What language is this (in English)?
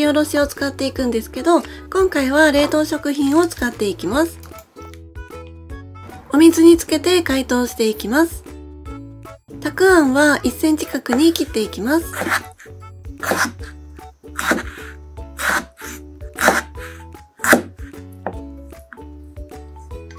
Japanese